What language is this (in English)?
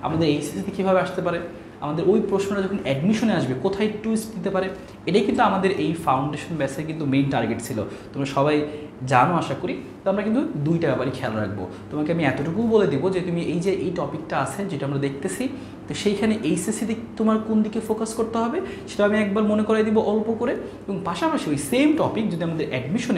Bangla